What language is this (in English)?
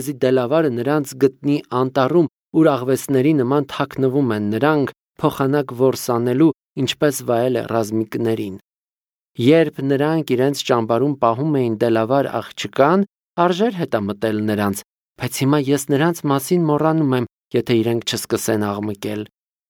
Armenian